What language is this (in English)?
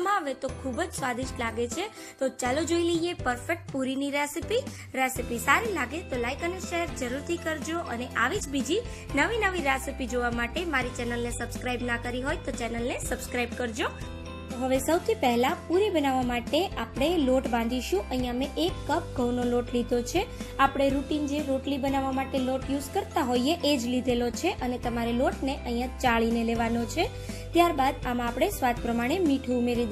Gujarati